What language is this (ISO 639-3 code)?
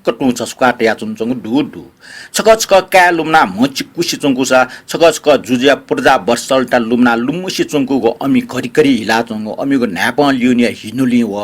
new